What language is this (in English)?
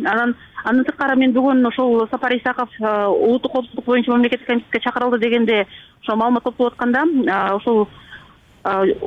Kyrgyz